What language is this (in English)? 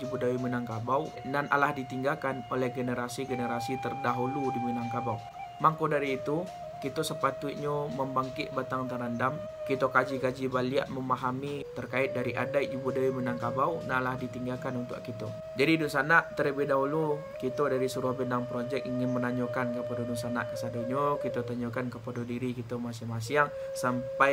Minangkabau